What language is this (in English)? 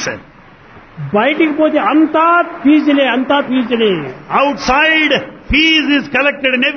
Telugu